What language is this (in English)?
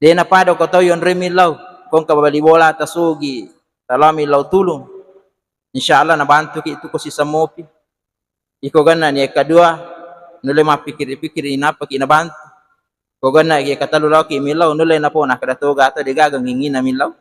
Buginese